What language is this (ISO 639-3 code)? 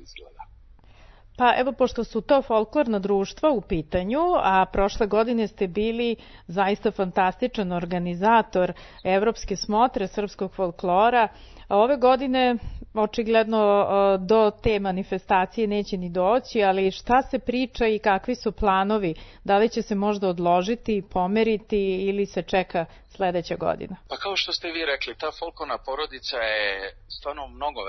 srp